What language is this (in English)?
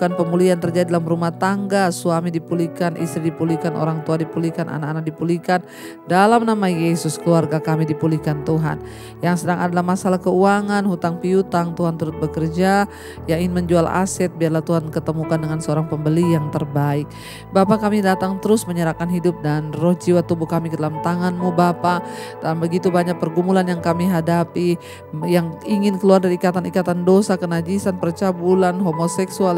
Indonesian